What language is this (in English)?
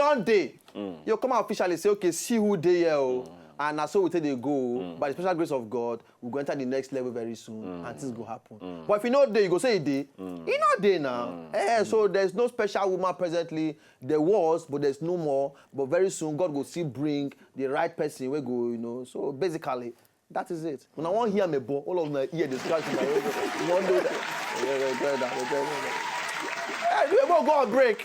Nigerian Pidgin